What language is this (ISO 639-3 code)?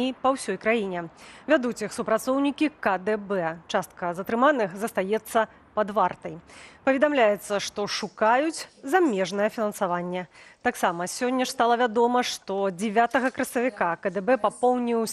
bel